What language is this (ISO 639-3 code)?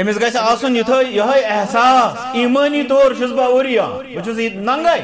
kas